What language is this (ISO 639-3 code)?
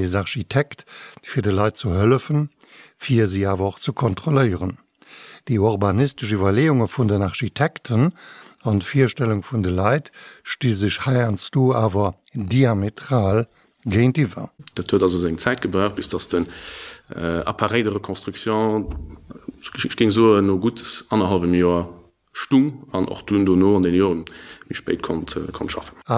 ltz